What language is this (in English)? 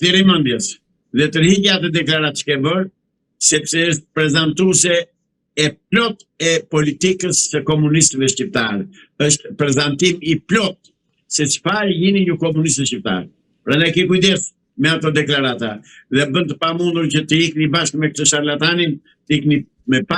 Albanian